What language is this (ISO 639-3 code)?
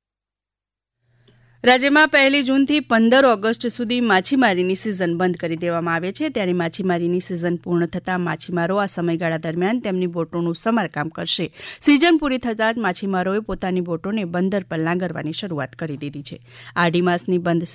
guj